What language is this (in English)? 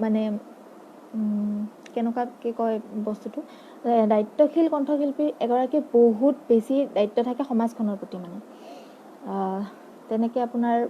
Assamese